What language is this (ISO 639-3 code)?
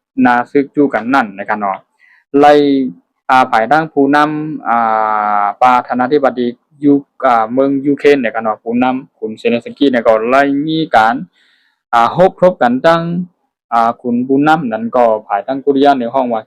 shn